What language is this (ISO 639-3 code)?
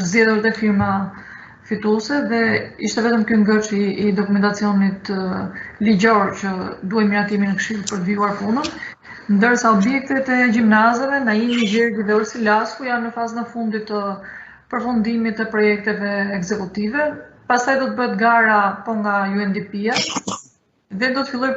sqi